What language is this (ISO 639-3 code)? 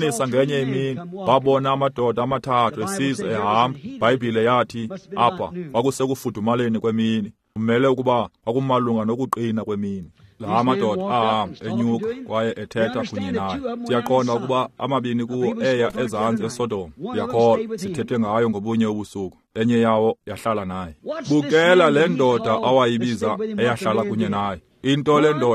xho